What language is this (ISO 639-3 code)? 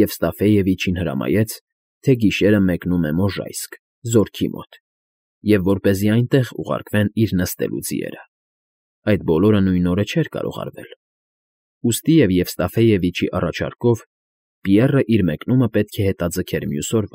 hye